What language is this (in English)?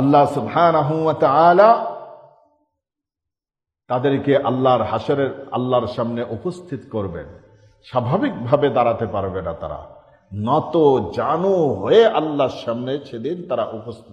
Bangla